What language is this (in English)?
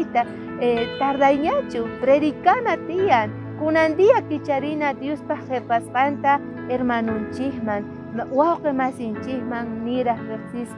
South Bolivian Quechua